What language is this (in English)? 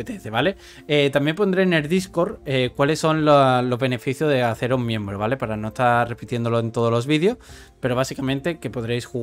Spanish